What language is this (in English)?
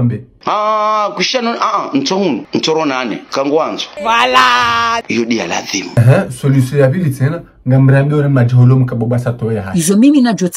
Ngazidja Comorian